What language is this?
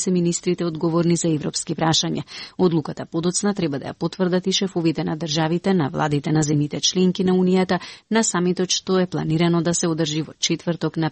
Macedonian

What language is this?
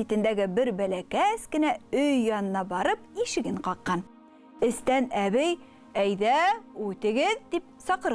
Bashkir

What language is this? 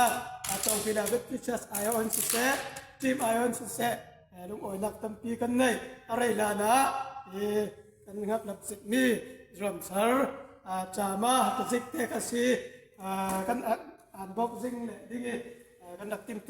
Falam Chin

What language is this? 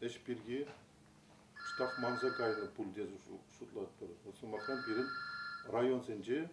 Chuvash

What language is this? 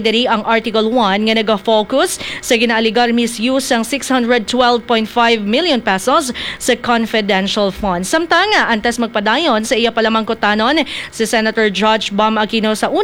Hiligaynon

